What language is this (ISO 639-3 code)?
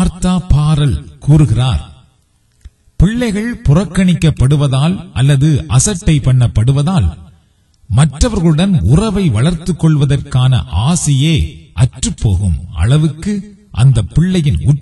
tam